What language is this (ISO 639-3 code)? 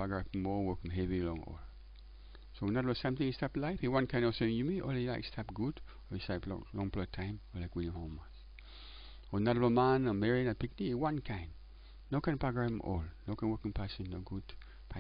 tpi